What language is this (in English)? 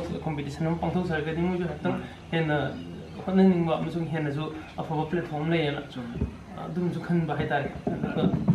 Manipuri